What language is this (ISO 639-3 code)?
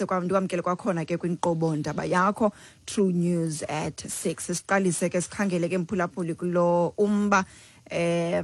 xho